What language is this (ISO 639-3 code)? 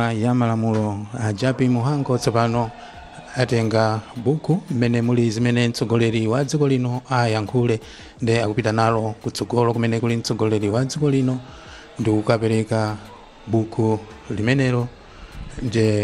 nya